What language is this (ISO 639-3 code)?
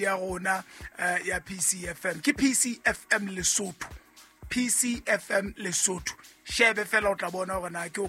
sot